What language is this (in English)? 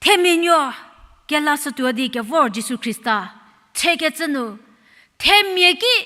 Angami Naga